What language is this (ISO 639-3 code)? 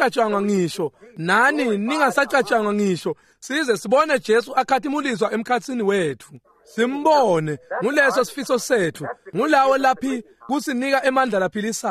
ssw